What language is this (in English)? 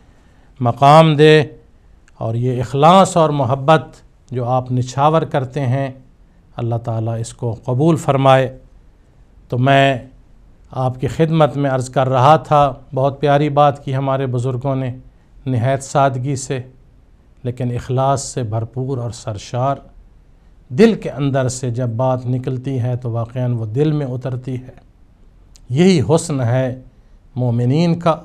Urdu